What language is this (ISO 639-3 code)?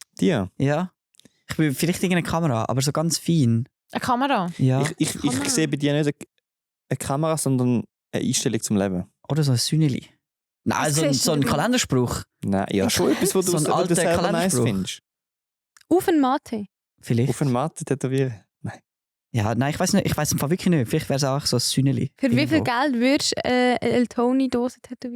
gsw